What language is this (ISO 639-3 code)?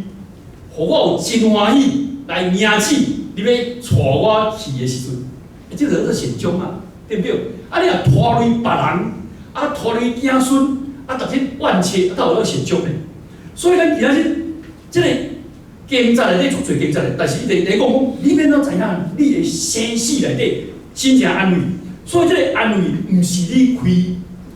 nan